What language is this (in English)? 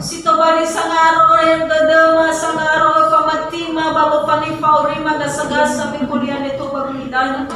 Nias